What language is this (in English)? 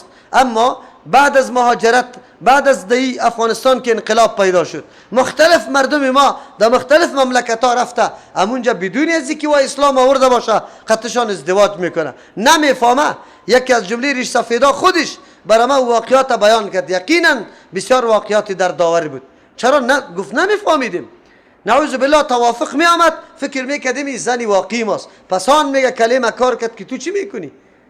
Persian